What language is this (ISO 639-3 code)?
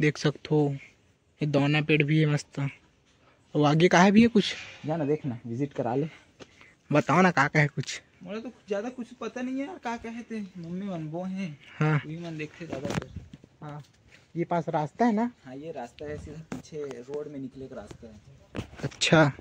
hne